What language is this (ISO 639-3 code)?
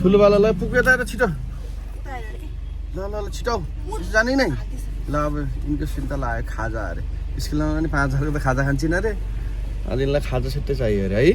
nep